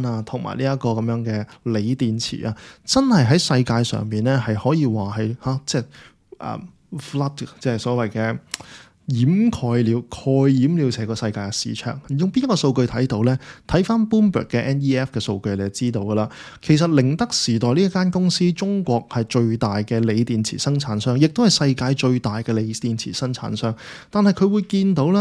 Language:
Cantonese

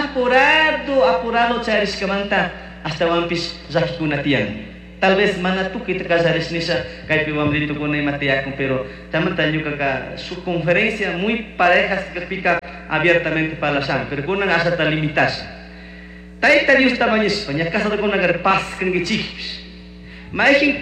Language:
Chimborazo Highland Quichua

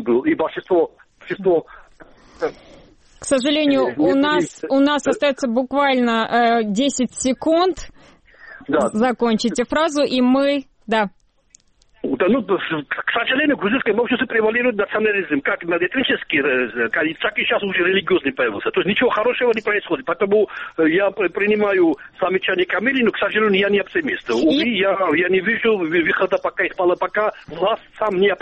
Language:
Russian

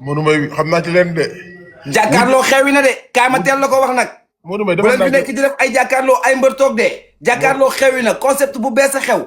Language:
Wolof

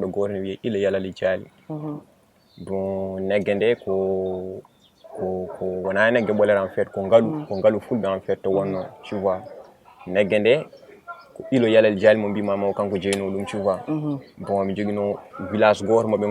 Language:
Fula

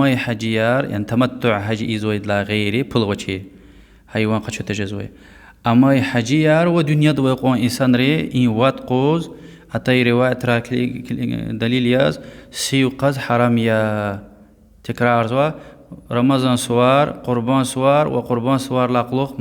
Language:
Lezghian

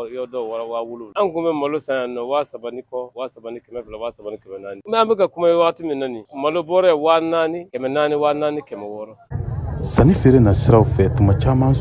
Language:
Bambara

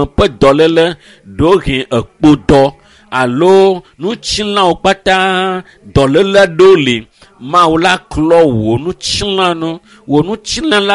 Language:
Ewe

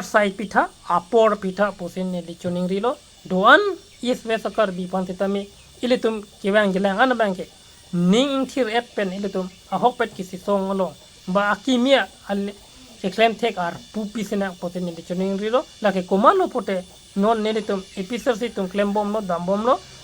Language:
Karbi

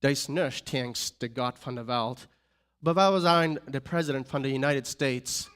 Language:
Plautdietsch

